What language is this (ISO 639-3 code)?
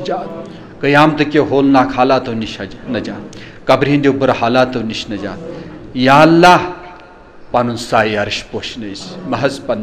kas